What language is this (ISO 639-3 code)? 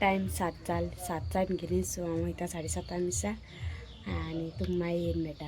kok